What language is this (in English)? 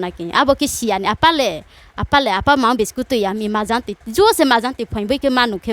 Riang (India)